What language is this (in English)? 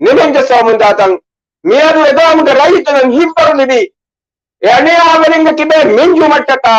Divehi